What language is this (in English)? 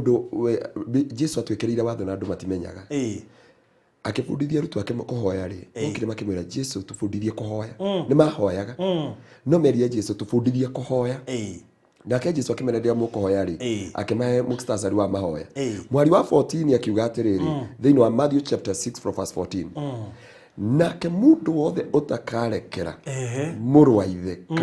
Kikuyu